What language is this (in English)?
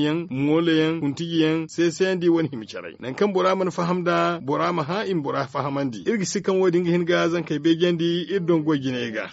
Zarma